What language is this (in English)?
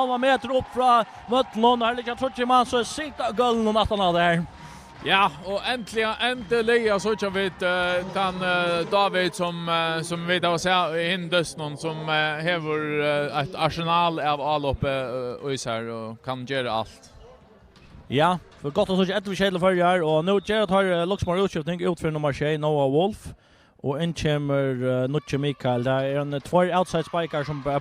Faroese